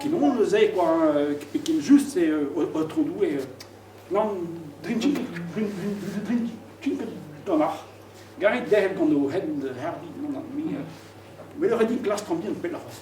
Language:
Breton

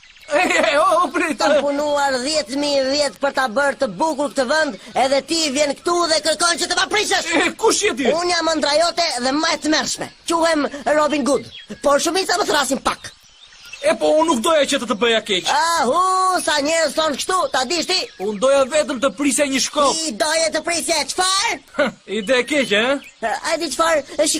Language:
Albanian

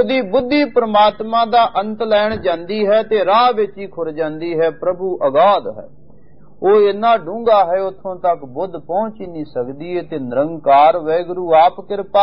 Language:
Punjabi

